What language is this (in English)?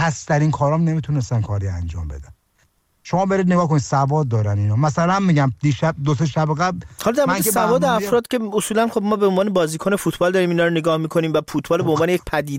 Persian